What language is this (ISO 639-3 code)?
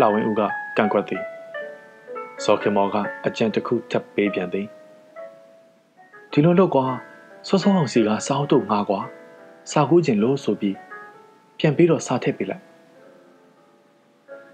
mya